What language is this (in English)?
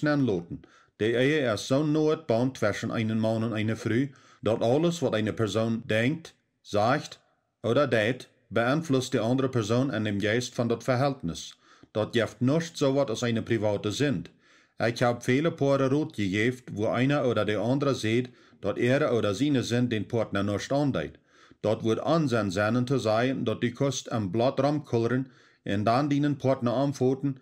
Plautdietsch